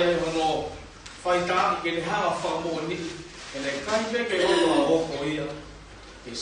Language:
Tongan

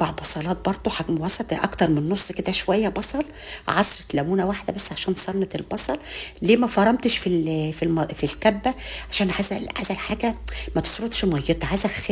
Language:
Egyptian Arabic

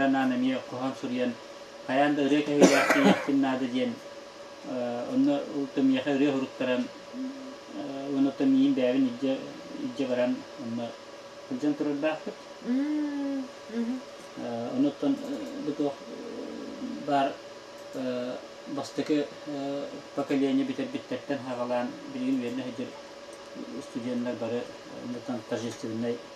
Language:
Yakut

